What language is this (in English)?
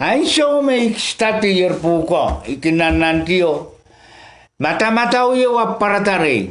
Pohnpeian